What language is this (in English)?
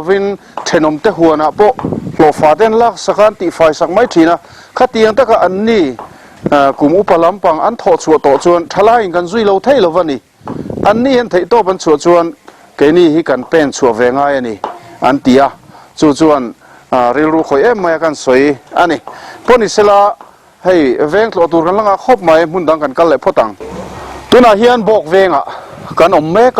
Mizo